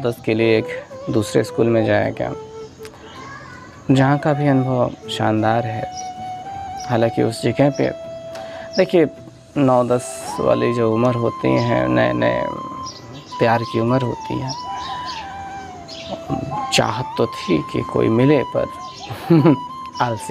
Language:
Hindi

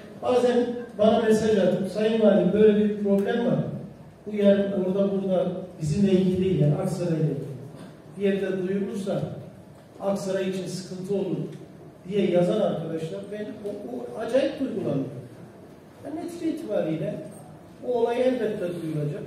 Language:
Turkish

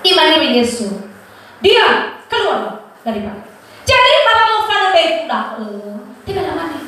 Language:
Nias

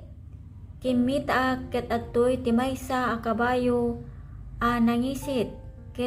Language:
Iloko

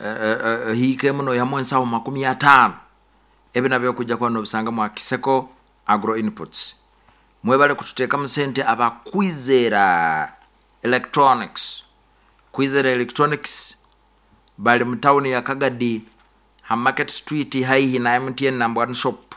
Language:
Nyoro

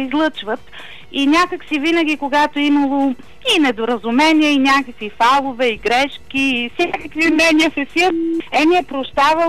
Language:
Bulgarian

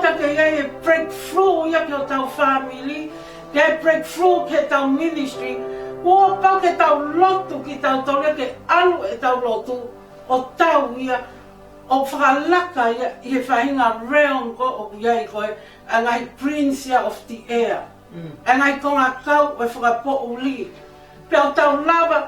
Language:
Tongan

